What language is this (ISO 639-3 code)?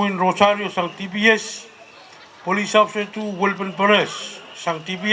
pon